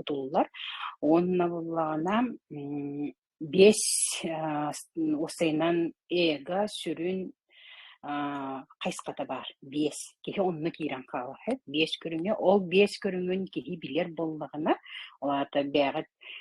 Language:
Yakut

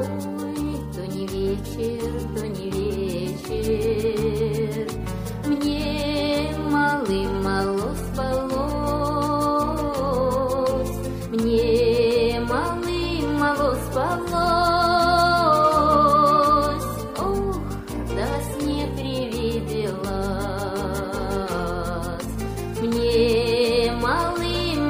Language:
Russian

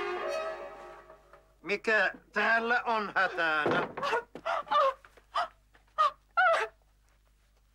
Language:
Finnish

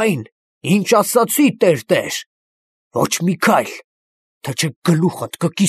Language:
Armenian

